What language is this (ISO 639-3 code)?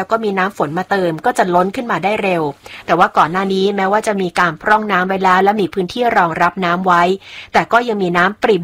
tha